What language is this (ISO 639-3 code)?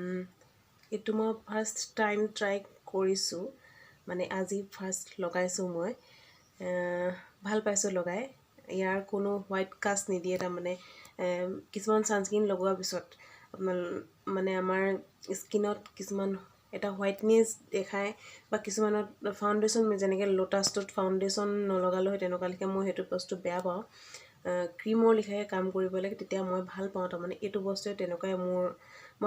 asm